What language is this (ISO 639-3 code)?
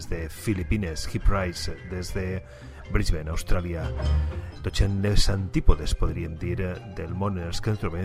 cat